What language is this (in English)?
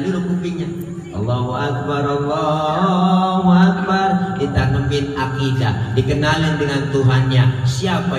Betawi